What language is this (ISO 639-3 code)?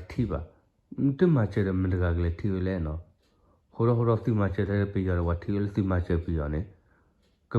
ksw